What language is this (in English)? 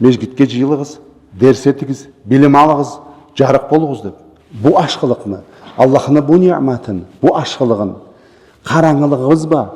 Karachay-Balkar